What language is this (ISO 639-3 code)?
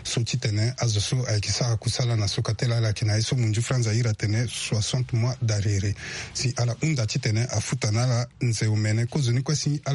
sag